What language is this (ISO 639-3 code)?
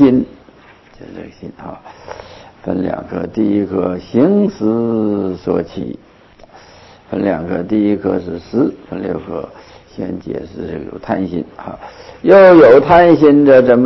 zho